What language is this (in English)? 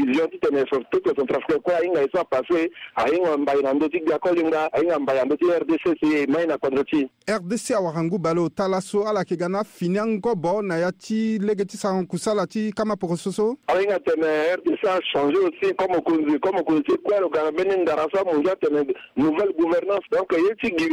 Sango